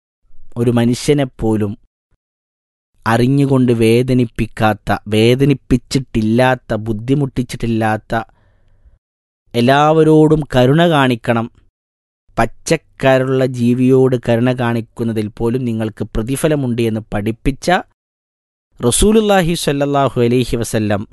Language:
Malayalam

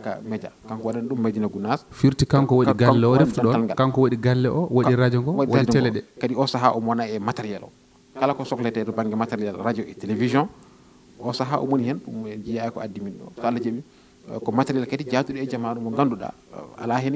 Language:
Fula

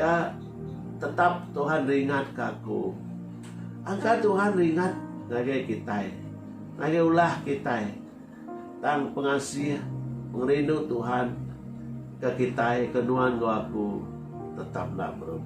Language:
Iban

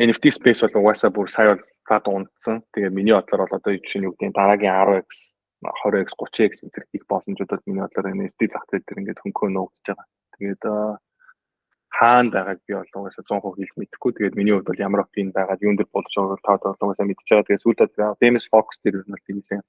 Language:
Mongolian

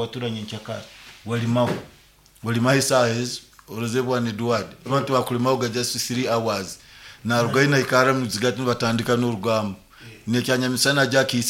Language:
Nyoro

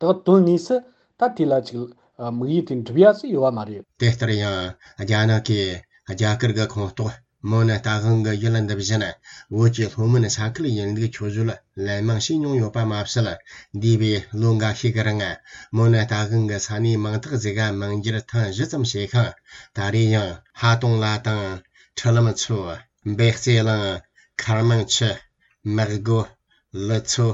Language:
Tibetan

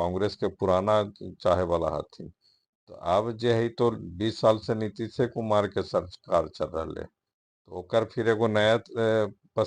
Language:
Magahi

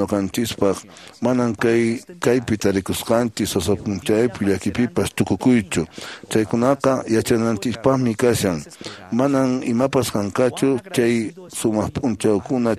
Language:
Quechua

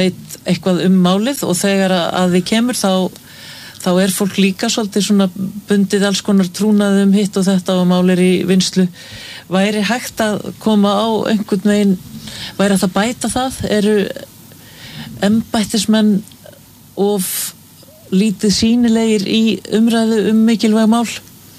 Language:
Icelandic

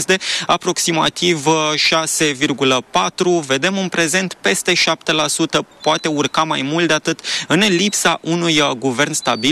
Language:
Romanian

